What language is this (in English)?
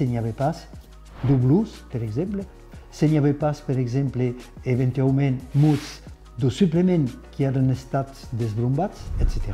Occitan